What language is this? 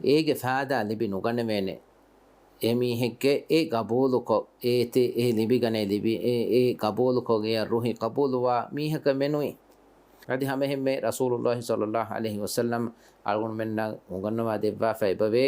Divehi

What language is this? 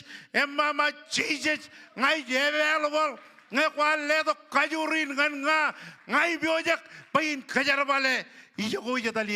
Marshallese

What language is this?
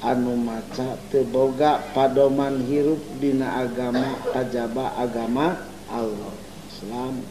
Sundanese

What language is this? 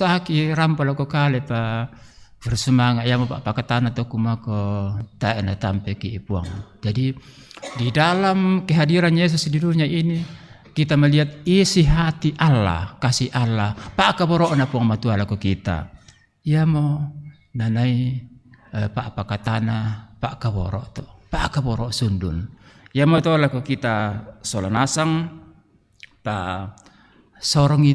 Toraja-Sa'dan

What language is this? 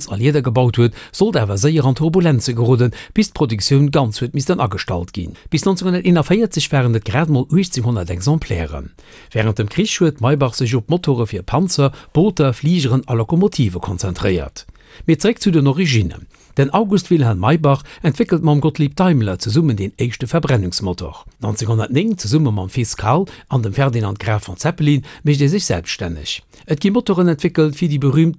Luxembourgish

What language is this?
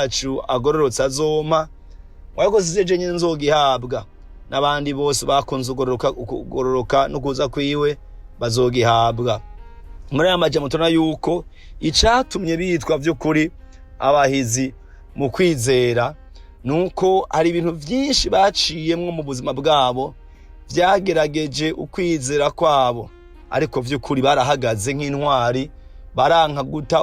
Rundi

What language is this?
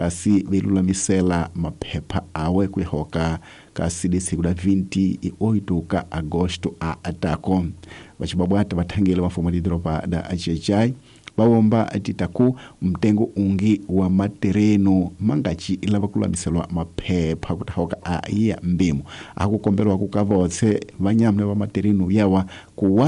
Tsonga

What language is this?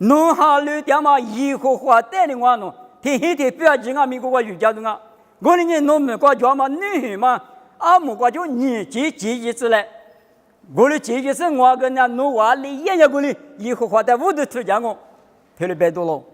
Lisu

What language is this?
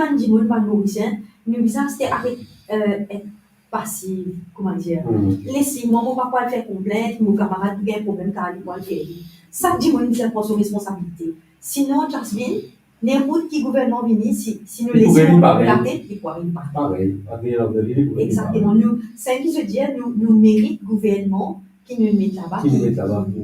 Morisyen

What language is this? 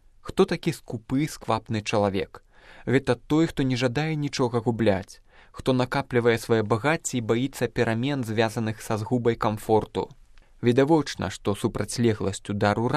Belarusian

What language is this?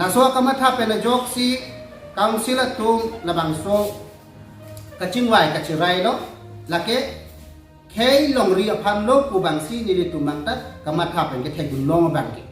Karbi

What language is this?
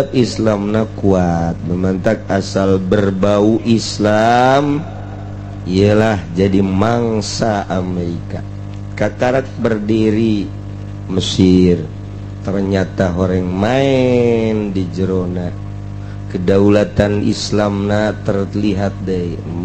Sundanese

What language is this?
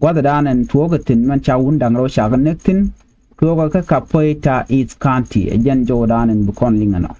Nuer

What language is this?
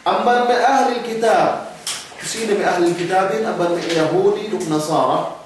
Yakan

